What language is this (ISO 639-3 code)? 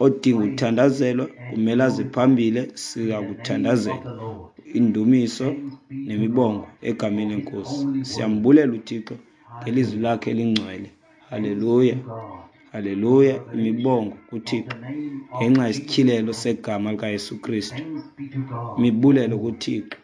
xho